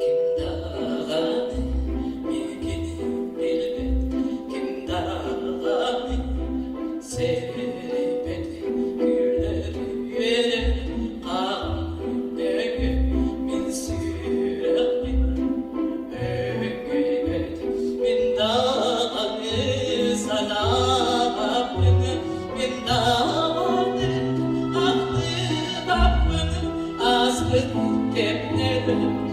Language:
Yakut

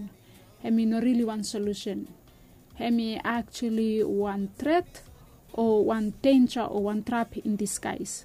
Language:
Bislama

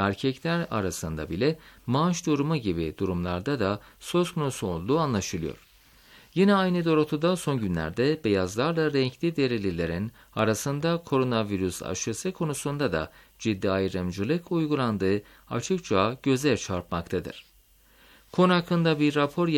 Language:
Turkish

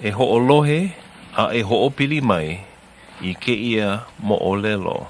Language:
Hawaiian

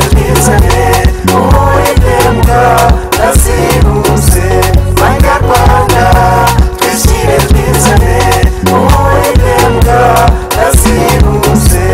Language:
Kinyarwanda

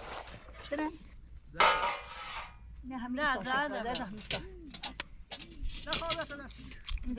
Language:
Persian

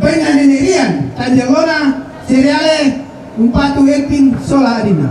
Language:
Toraja-Sa'dan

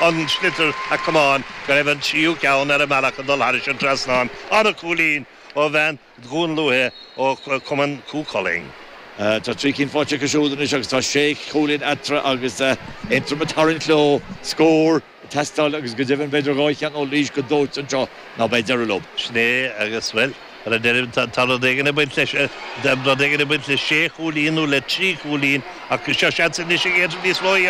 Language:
Irish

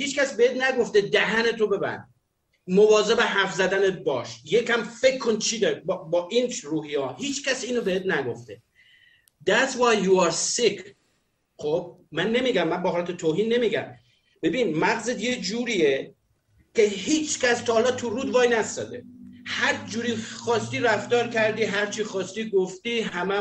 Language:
Persian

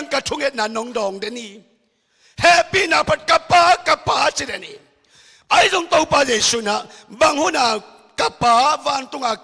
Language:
Tedim Chin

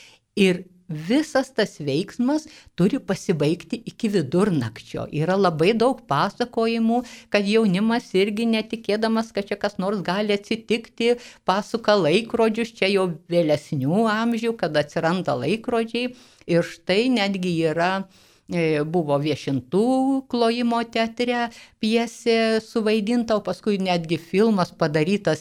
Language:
Lithuanian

